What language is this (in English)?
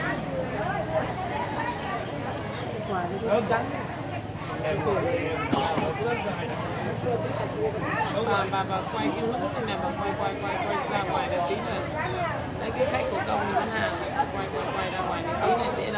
Vietnamese